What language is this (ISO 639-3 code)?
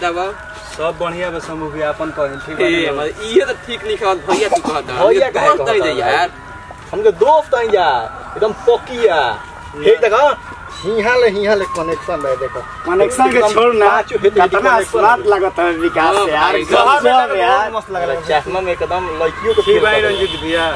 bho